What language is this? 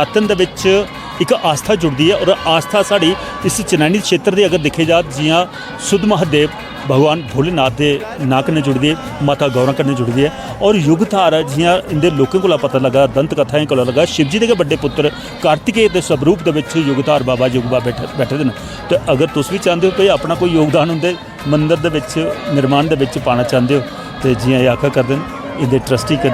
Dogri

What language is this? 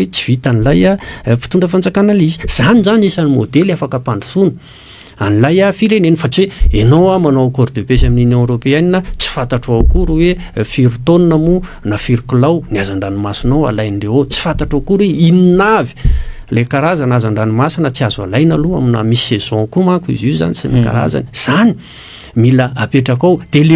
Malagasy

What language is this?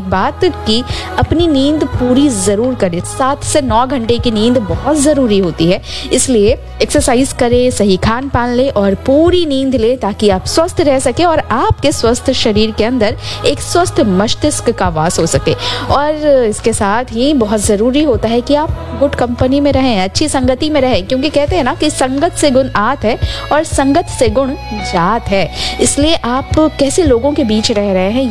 Hindi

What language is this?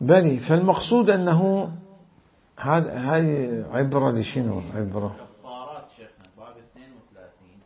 Mesopotamian Arabic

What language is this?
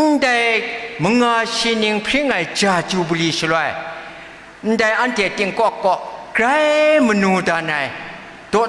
Kachin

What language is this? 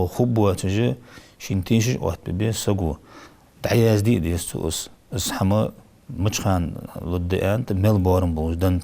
Ingush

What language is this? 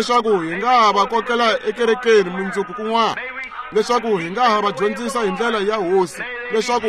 Tsonga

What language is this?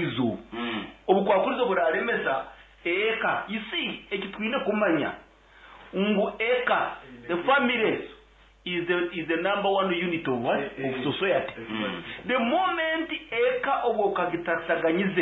Nyoro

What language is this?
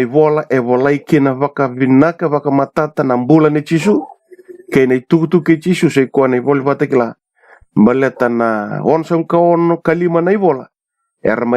Fijian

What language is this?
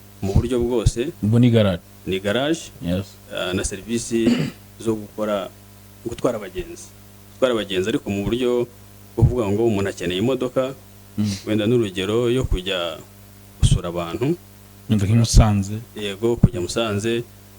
Kinyarwanda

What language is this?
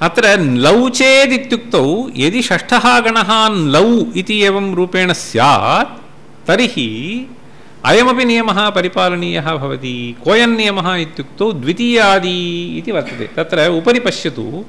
Sanskrit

